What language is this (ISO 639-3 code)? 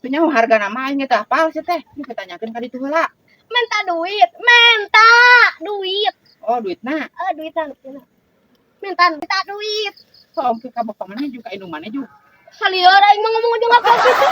sun